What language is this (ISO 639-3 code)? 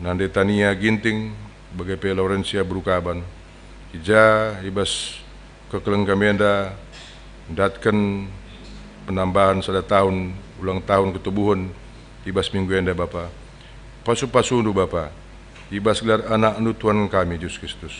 btx